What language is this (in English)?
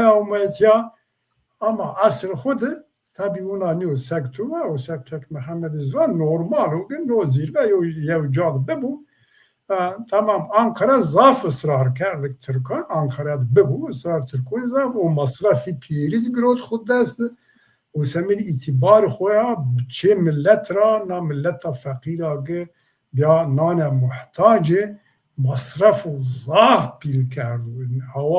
Zaza